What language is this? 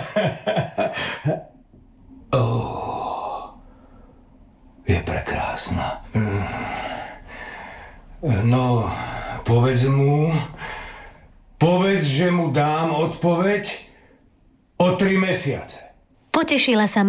Slovak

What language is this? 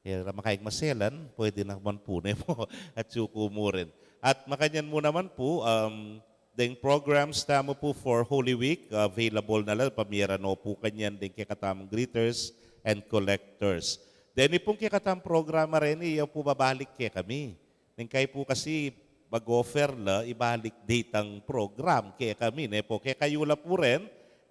Pampanga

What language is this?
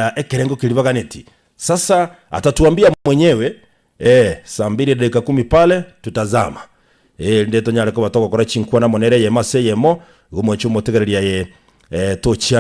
Gusii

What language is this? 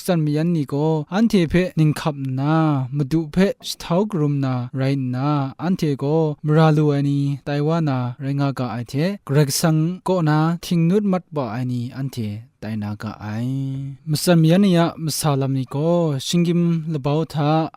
Kachin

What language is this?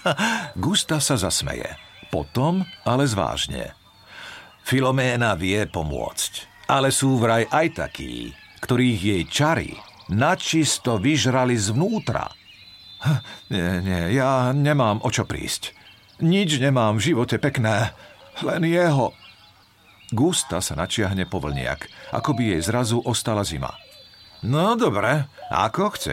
Slovak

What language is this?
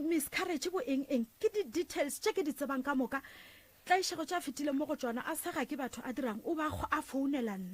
Northern Sotho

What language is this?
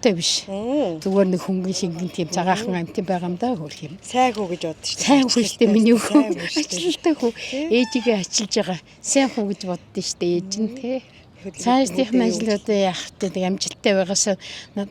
Mongolian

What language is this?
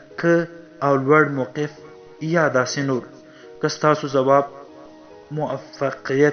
Pashto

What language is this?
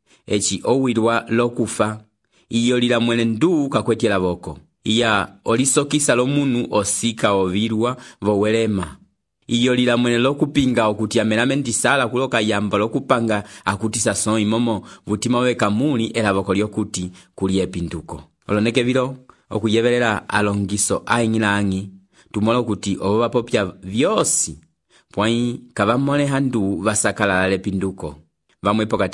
Umbundu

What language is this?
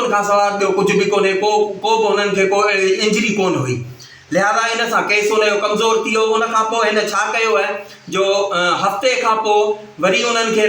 Sindhi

